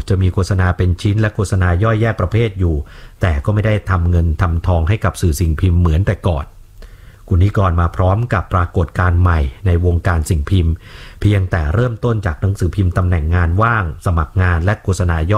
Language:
Thai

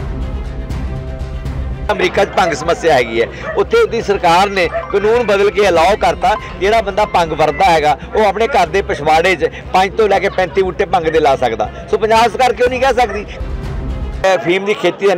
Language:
Punjabi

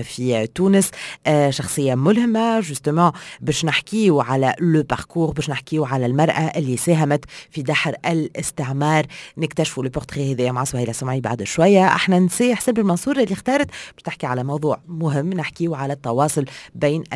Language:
Tunisian Arabic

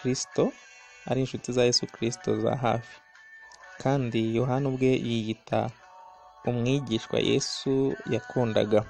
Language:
Kinyarwanda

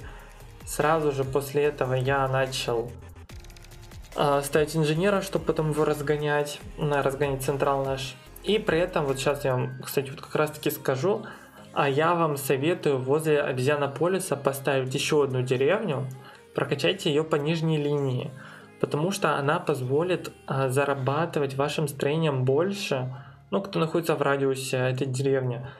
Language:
Russian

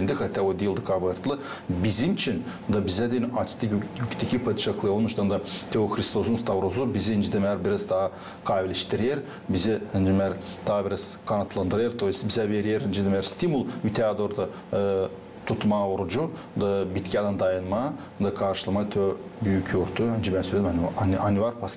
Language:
Gagauz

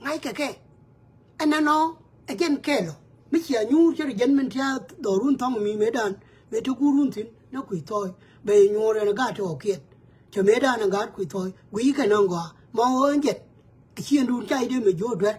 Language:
Nuer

